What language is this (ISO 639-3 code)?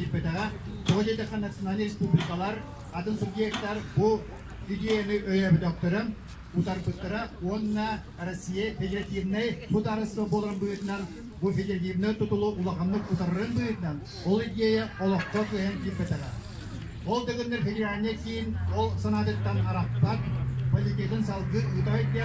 sah